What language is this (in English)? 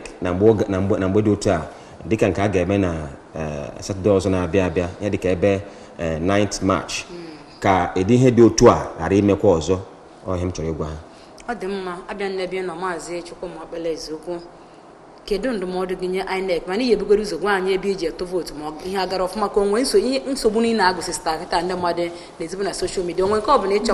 Igbo